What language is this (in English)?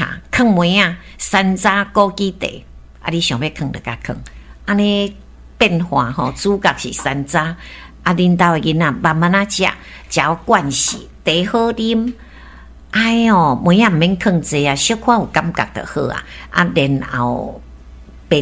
Min Nan Chinese